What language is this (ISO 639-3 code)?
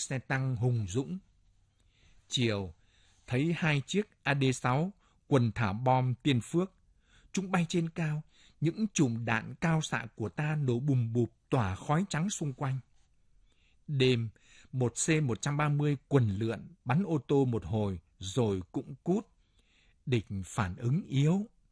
vie